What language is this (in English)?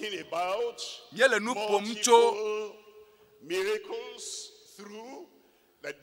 Ewe